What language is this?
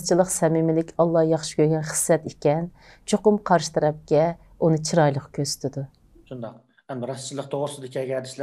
Uyghur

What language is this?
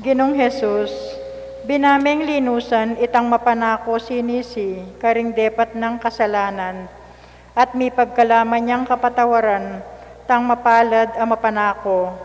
Pampanga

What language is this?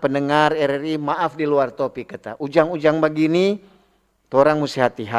Manado Malay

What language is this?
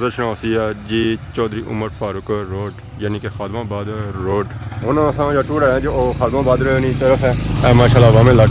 Pahari-Potwari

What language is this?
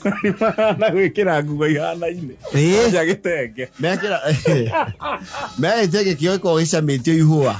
Kikuyu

